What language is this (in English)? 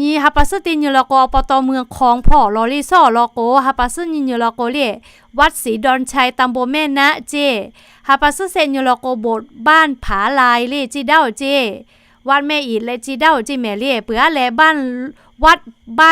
Lahu